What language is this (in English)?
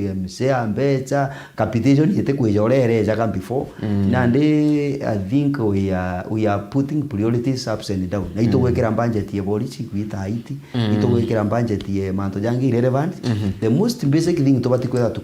Meru